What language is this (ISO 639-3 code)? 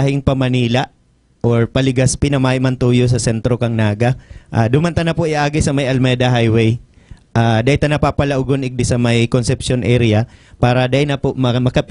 bik